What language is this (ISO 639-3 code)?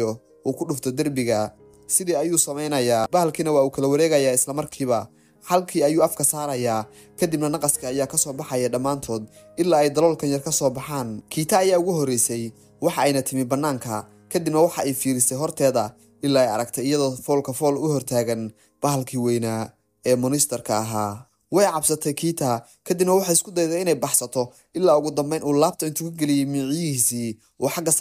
som